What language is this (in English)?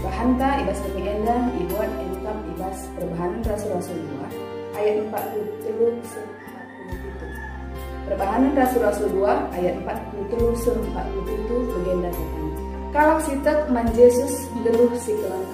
Batak Karo